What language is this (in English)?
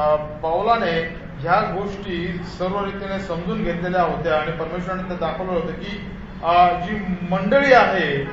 Marathi